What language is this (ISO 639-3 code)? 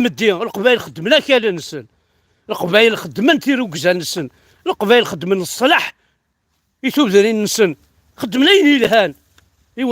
kab